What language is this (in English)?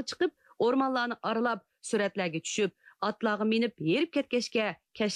Uyghur